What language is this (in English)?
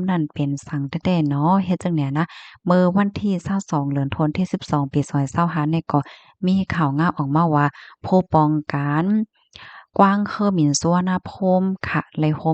Shan